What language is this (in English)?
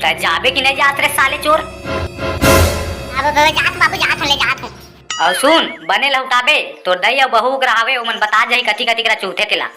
Chhattisgarhi